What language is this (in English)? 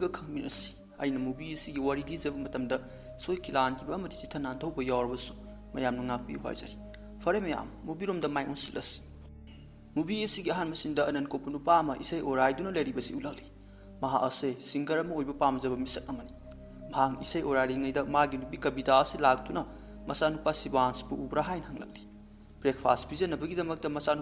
Manipuri